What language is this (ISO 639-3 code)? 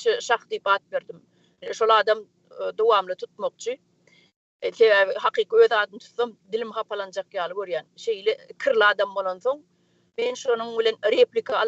tuk